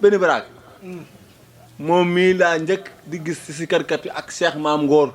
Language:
Wolof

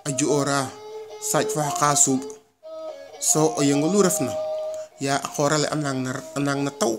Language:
Serer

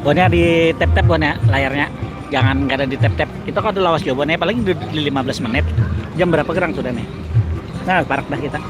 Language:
Banjar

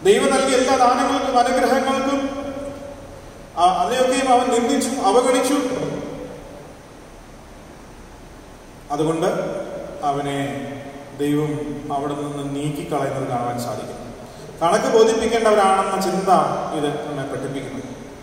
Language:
Malayalam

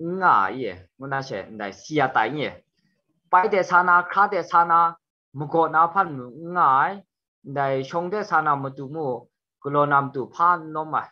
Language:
Kachin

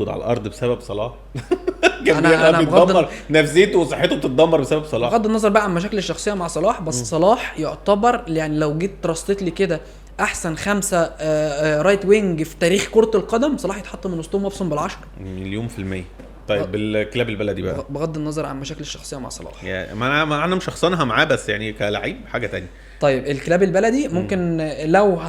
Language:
Egyptian Arabic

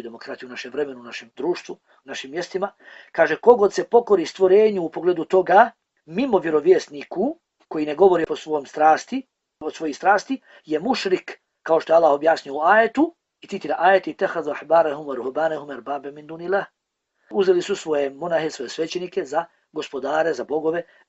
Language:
Bosnian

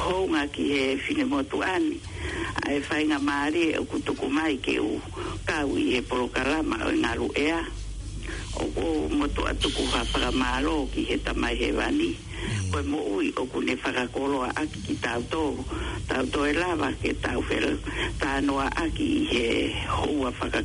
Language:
Tongan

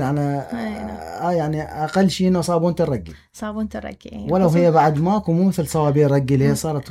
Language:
Mesopotamian Arabic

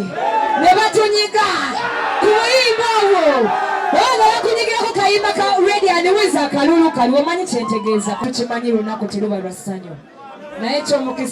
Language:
Ganda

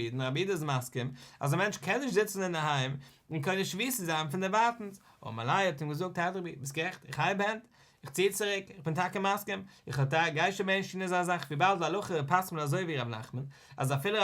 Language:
Yiddish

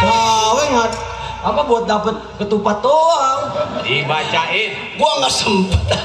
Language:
Betawi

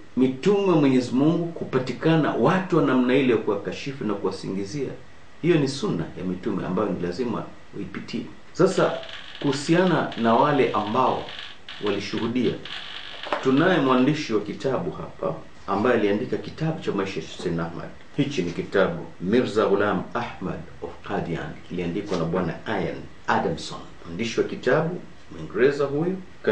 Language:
Swahili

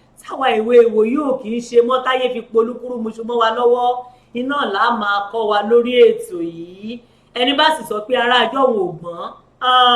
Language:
Yoruba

